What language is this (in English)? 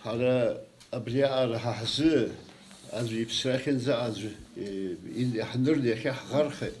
Abkhazian